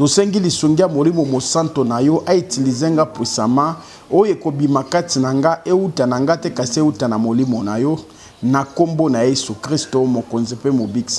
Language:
Lingala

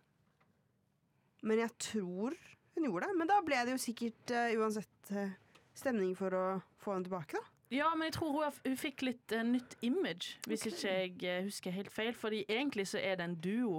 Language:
Norwegian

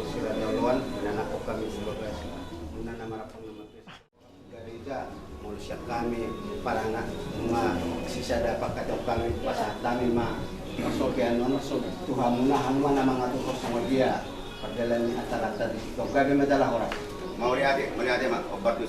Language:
Batak Toba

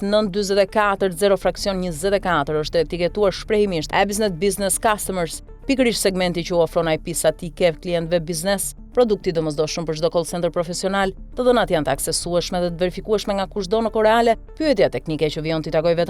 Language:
Albanian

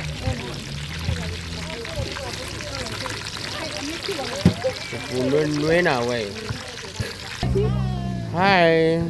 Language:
S'gaw Karen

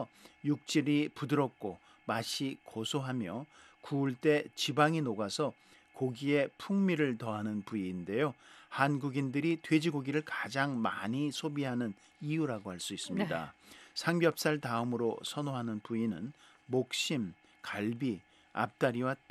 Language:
Korean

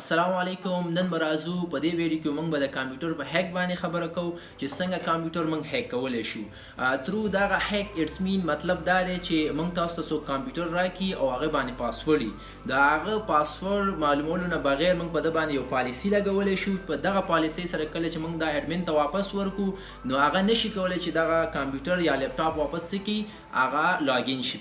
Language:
Pashto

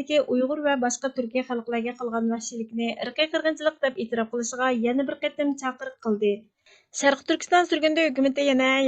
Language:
Uyghur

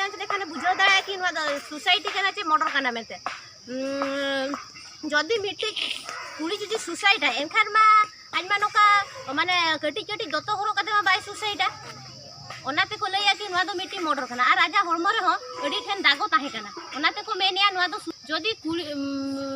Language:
Santali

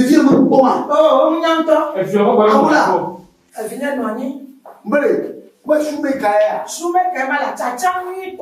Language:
Ewe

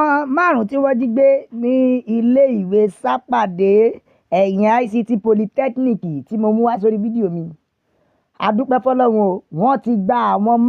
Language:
Yoruba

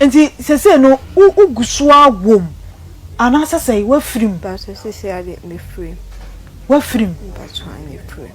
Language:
Akan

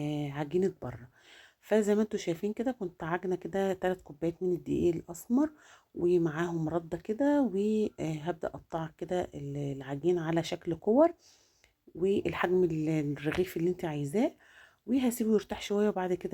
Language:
Egyptian Arabic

